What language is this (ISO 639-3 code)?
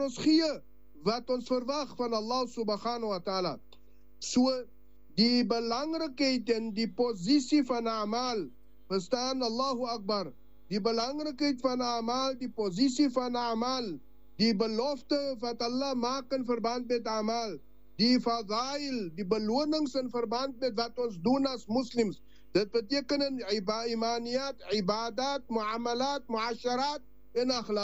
afr